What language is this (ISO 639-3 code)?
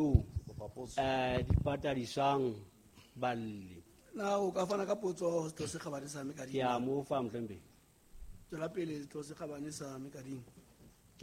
sot